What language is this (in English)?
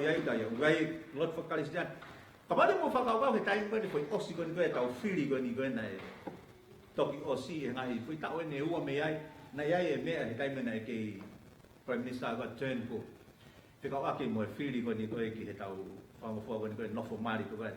Tongan